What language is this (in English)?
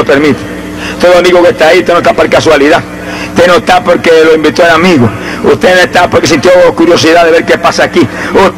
Spanish